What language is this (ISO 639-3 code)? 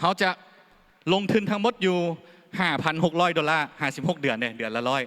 lao